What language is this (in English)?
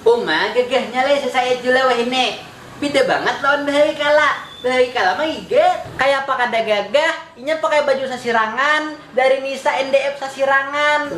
Banjar